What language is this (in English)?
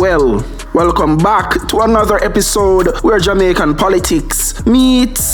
Jamaican Creole English